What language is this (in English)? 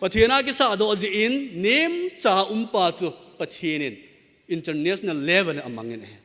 Thado Chin